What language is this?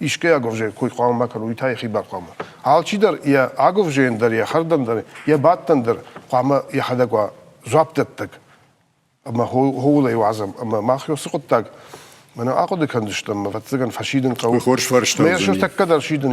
Ossetic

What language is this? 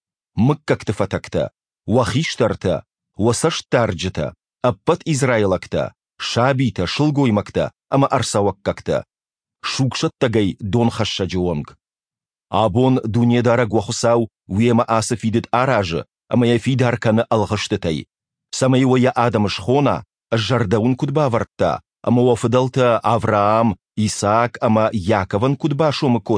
Ossetic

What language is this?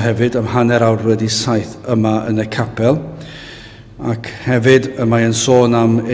Welsh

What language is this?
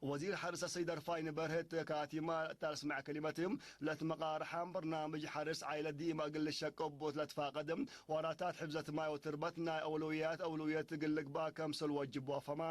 Tigre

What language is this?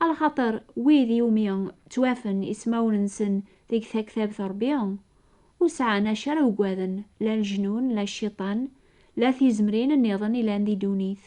Kabyle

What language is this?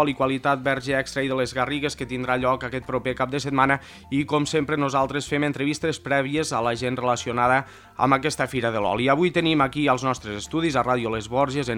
Catalan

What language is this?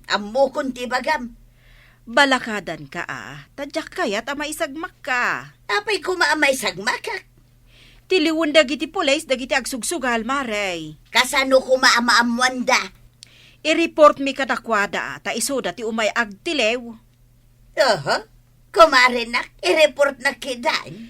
Iloko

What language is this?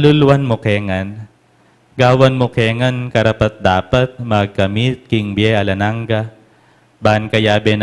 Pampanga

